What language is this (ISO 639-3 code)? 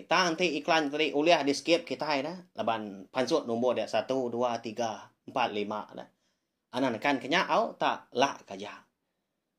iba